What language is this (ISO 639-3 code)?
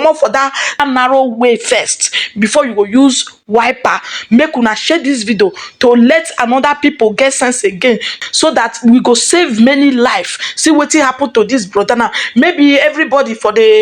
pcm